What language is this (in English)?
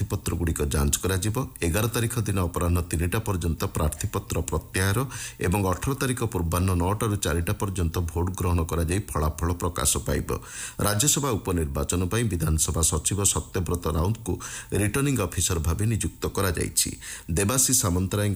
Odia